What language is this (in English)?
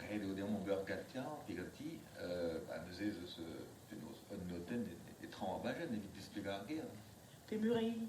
Breton